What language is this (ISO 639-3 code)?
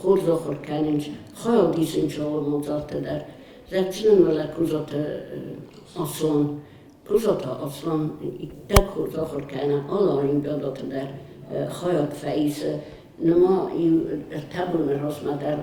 oss